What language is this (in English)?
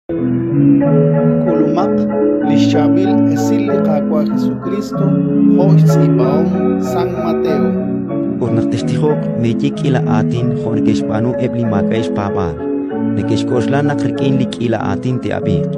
Kekchí